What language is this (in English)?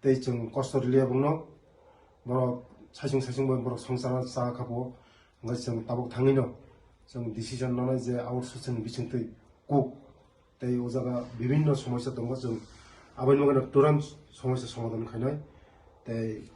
Kok Borok